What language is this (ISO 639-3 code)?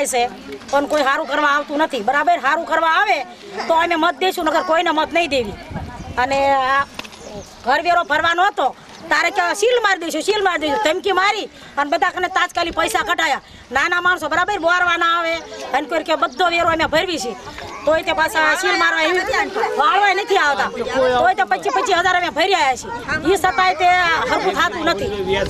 guj